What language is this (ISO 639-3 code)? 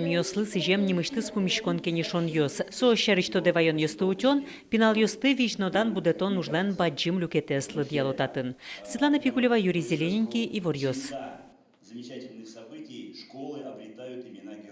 udm